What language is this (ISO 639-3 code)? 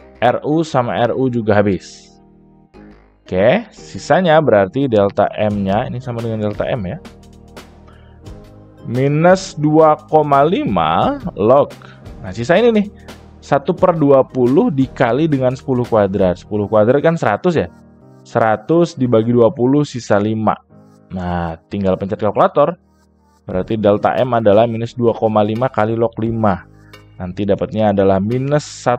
ind